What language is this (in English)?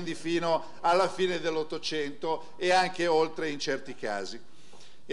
Italian